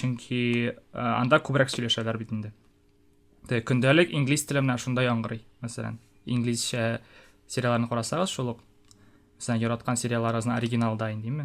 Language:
Tatar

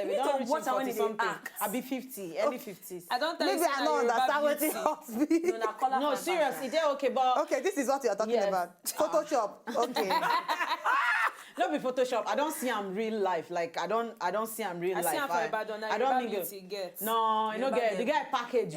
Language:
Nigerian Pidgin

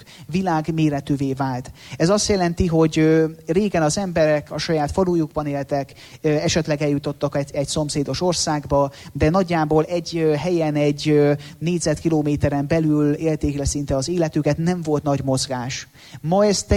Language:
Hungarian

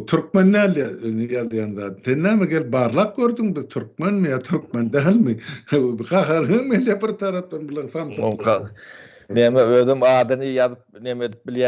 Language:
Turkmen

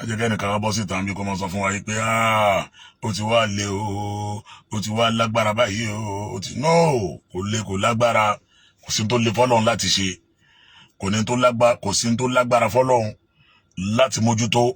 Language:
Yoruba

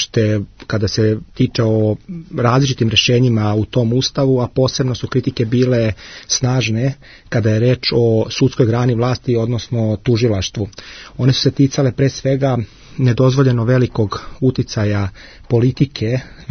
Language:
Serbian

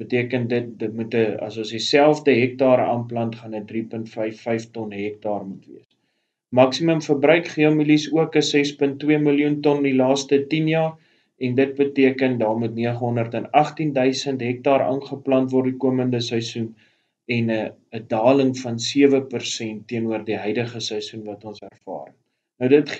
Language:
Afrikaans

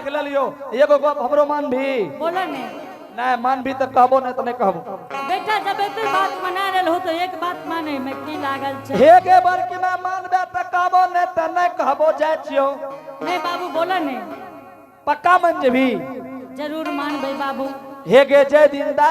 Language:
Angika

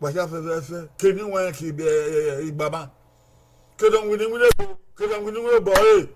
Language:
Bini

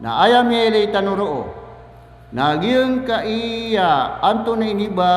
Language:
Maranao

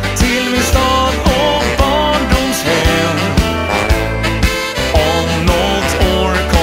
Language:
Swedish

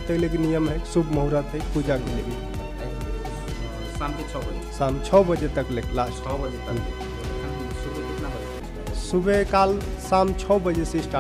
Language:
Sadri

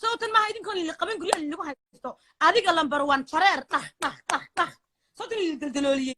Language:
Somali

